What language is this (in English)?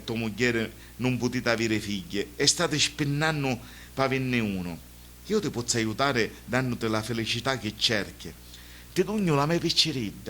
Sicilian